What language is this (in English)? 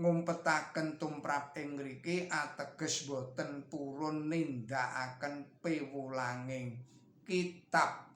Javanese